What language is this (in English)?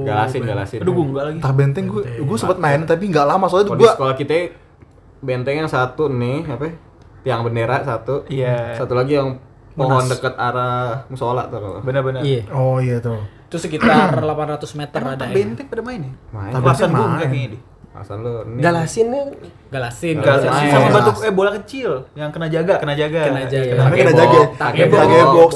Indonesian